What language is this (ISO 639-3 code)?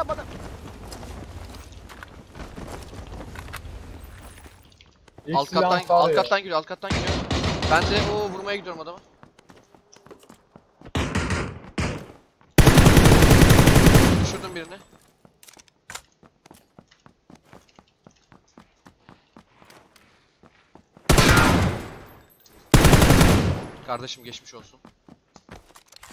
tur